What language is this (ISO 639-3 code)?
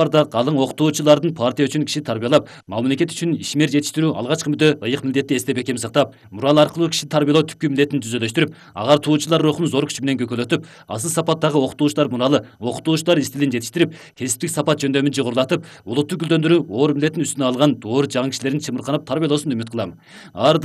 kir